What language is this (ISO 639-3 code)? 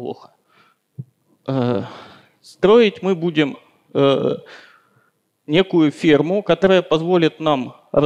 rus